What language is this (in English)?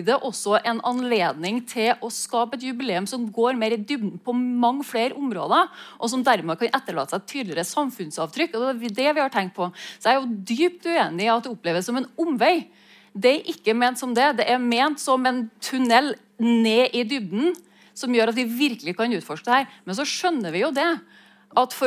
Norwegian